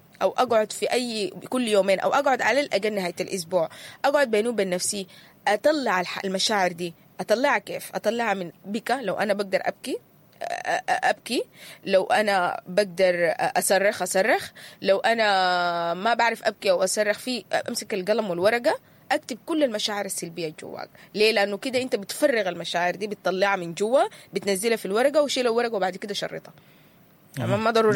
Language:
Sudanese Arabic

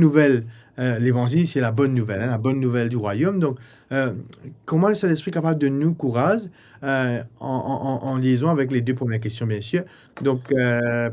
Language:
Morisyen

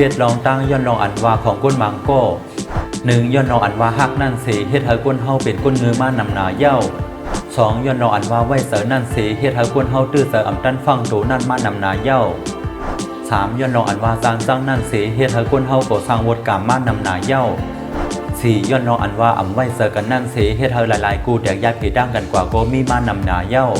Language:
Shan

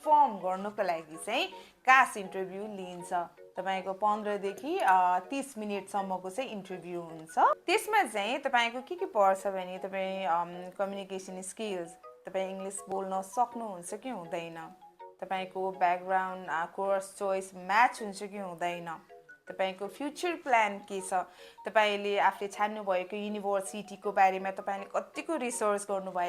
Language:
Nepali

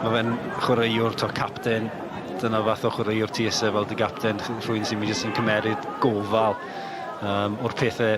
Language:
Welsh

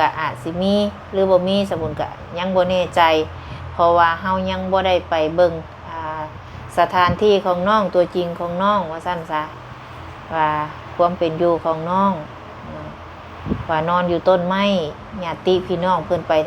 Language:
Lao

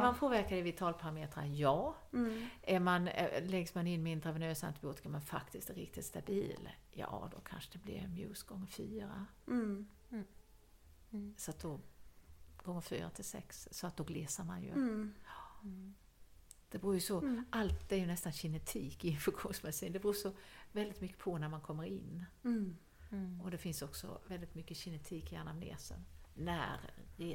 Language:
Swedish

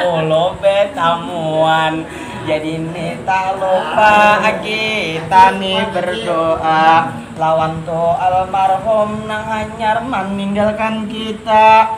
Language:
Banjar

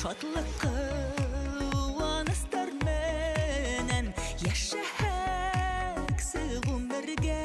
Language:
Bashkir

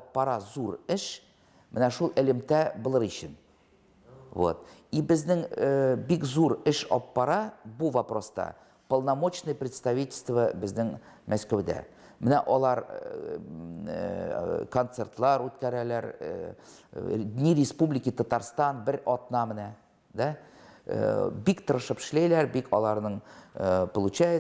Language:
Tatar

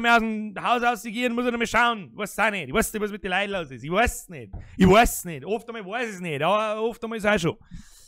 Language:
Bavarian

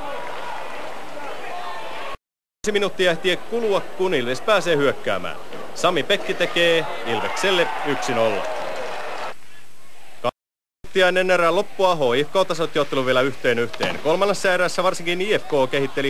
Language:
Finnish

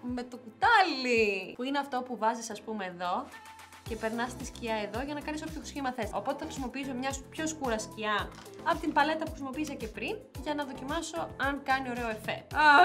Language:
Greek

